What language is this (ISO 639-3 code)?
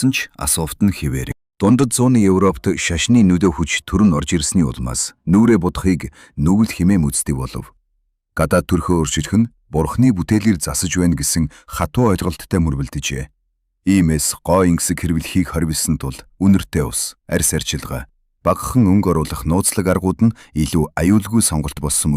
mon